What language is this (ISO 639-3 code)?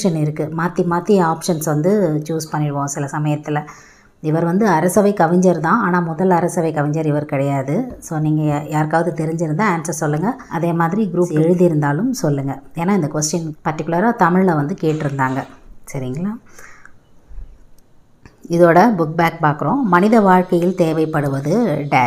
tam